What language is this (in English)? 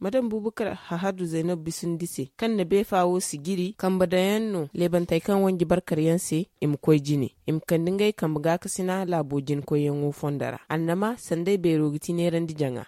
Zarma